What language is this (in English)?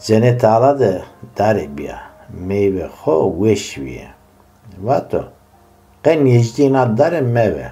Zaza